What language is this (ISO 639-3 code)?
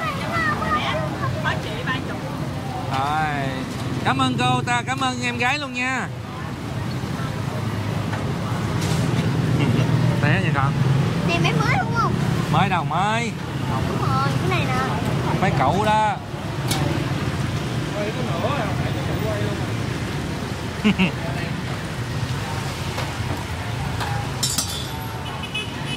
vie